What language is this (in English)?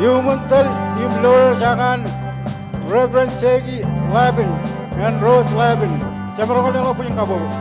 Marshallese